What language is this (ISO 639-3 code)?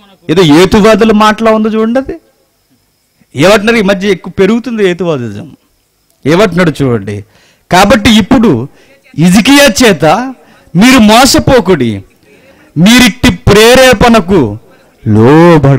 tel